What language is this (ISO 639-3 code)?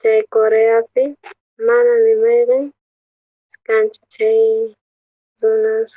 quh